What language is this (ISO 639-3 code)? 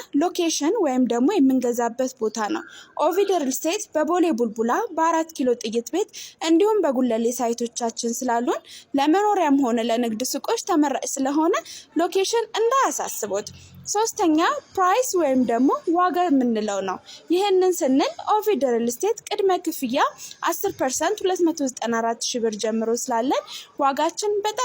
amh